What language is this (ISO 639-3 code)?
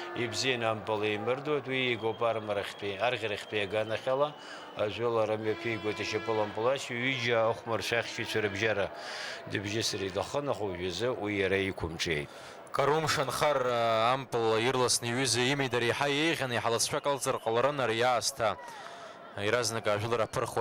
abk